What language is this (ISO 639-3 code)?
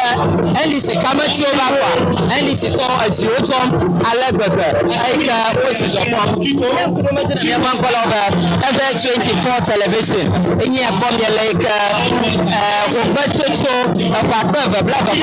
ewe